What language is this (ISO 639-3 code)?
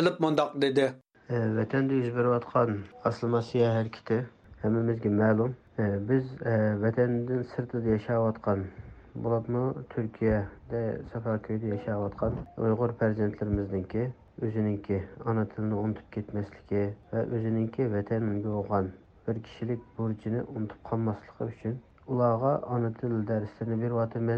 uig